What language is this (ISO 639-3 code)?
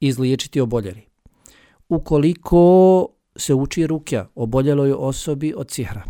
bos